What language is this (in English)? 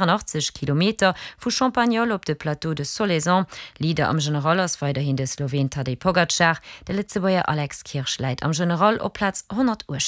Luxembourgish